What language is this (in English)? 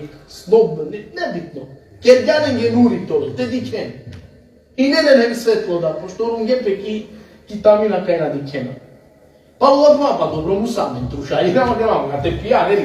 Balkan Romani